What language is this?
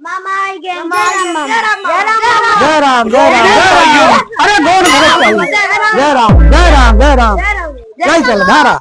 Awadhi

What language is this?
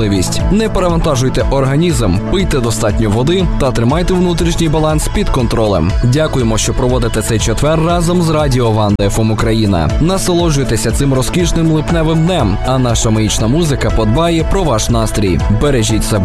Ukrainian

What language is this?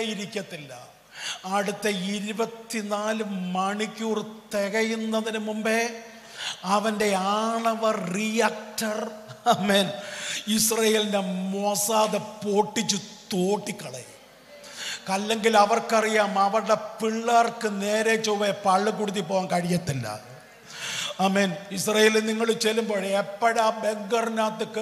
Malayalam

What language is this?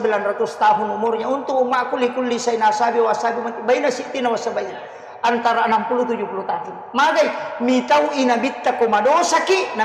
Buginese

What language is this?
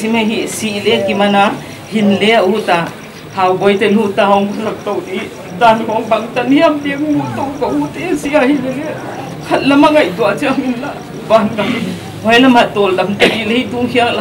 Paite Chin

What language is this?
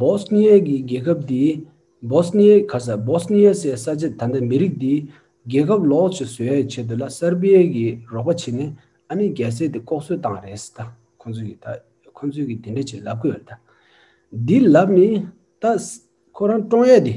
Tibetan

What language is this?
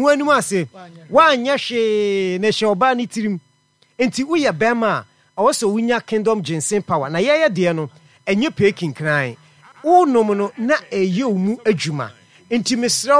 Akan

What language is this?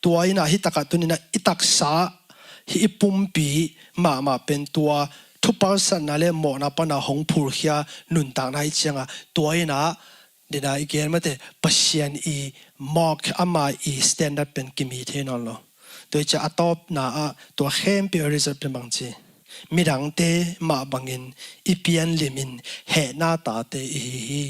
Tedim Chin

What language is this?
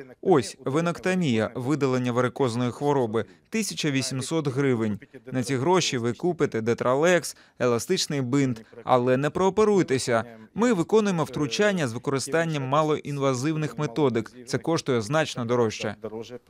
Ukrainian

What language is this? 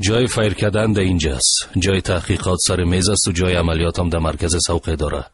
Persian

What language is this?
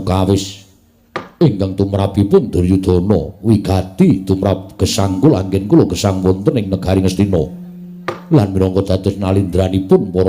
Javanese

